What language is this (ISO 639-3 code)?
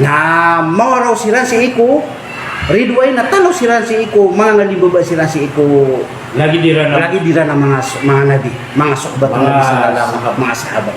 mrw